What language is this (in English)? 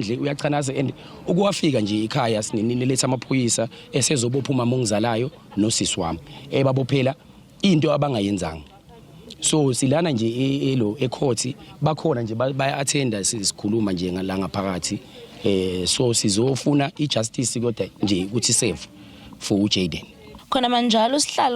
Zulu